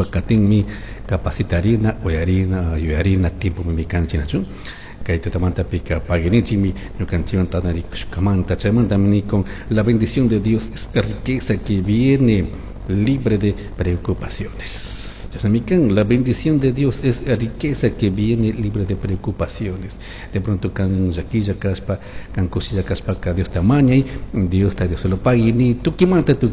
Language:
Chimborazo Highland Quichua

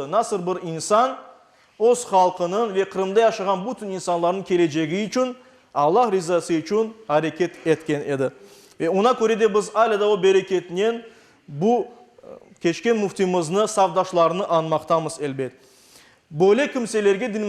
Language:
Crimean Tatar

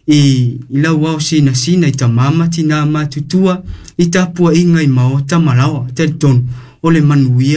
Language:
Samoan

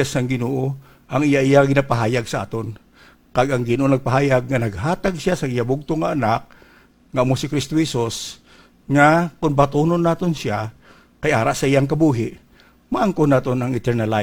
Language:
Hiligaynon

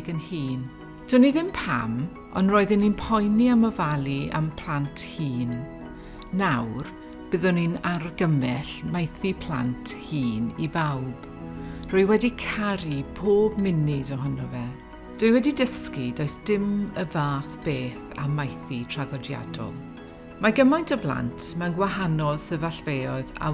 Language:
Welsh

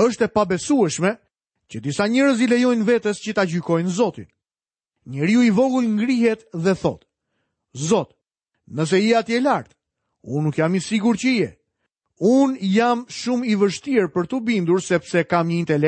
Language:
Albanian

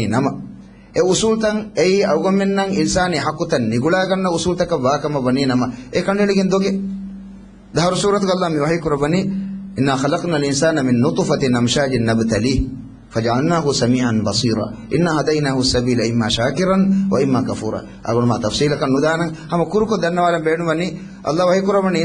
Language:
Divehi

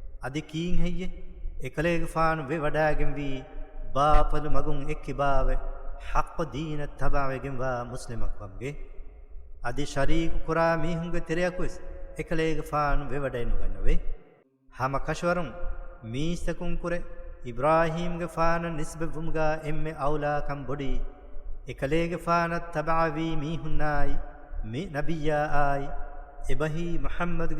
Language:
Divehi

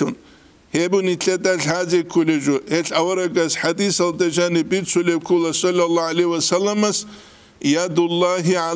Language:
Avaric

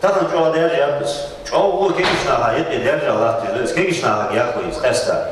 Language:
Ingush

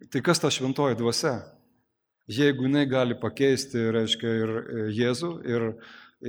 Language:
Lithuanian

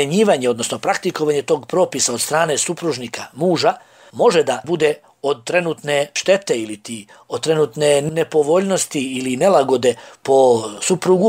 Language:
Bosnian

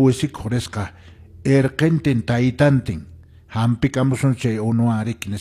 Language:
Quechua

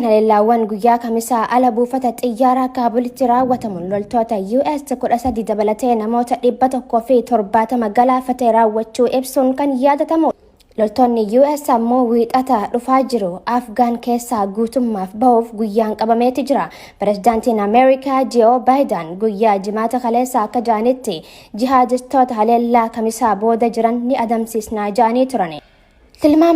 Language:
Oromo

